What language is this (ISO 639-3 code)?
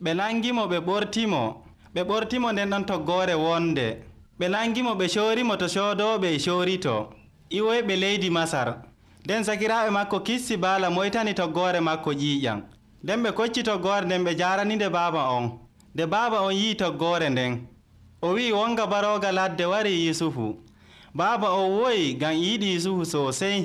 fuv